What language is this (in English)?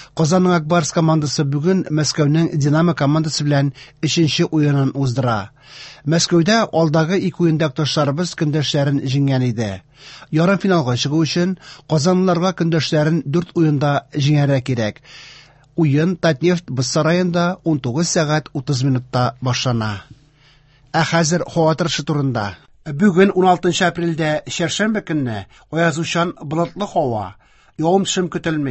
Tatar